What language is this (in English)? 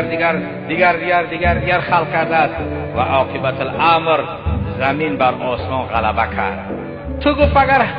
Tajik